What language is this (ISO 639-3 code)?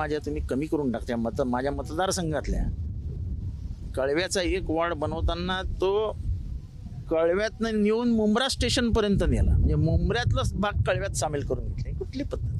mar